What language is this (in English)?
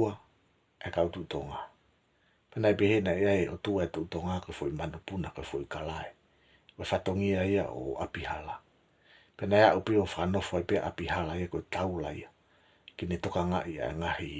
Tongan